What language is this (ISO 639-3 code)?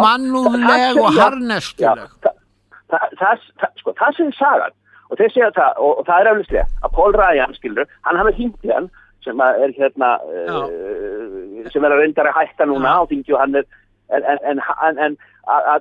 isl